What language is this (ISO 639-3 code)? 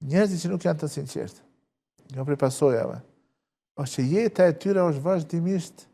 sqi